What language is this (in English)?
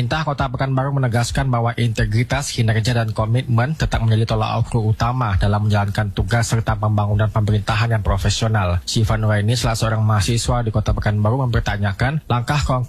Indonesian